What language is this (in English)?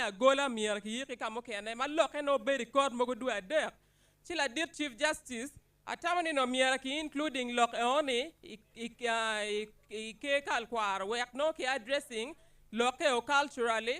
Acoli